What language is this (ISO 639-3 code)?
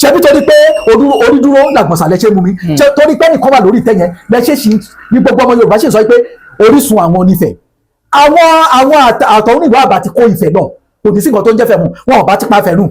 yor